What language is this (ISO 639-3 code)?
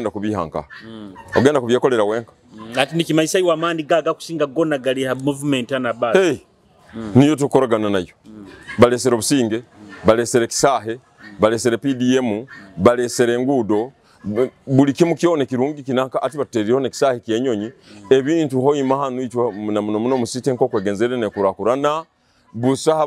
nyo